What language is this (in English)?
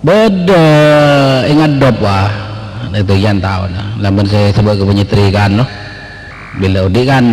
Madurese